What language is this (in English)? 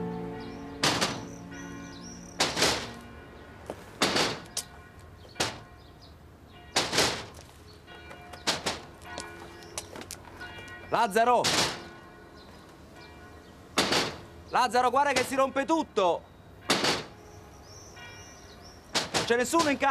Italian